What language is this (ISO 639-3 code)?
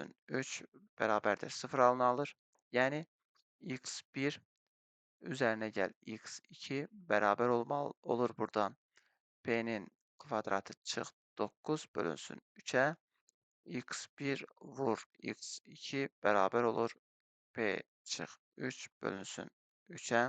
aze